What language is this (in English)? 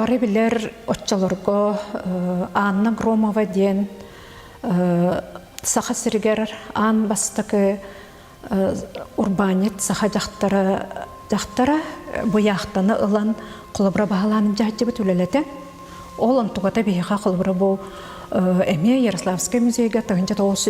Yakut